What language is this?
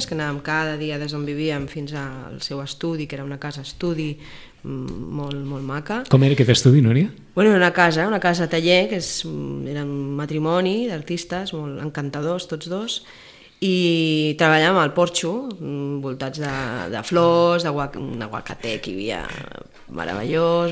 Catalan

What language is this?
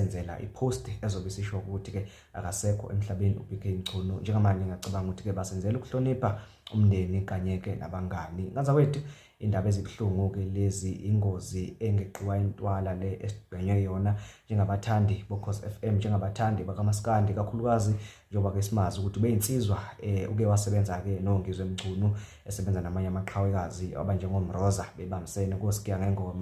Zulu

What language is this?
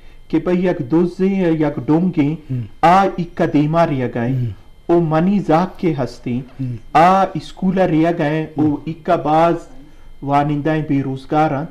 Eastern Balochi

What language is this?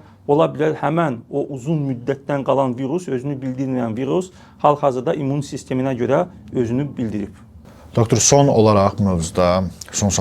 Azerbaijani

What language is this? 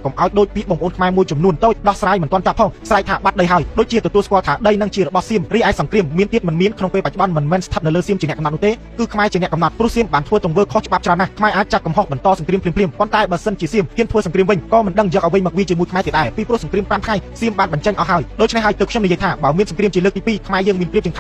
Khmer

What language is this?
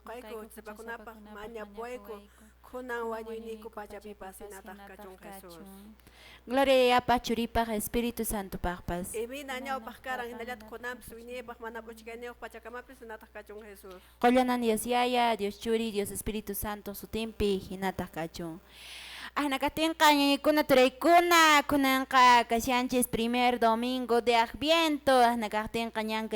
Quechua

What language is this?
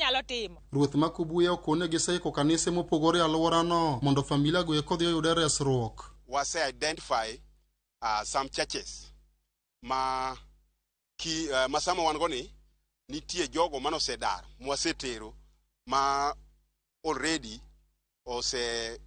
Luo (Kenya and Tanzania)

